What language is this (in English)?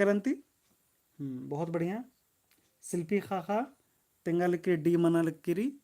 Kurukh